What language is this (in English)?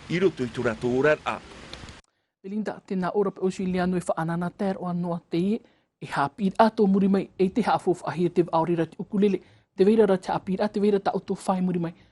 Tahitian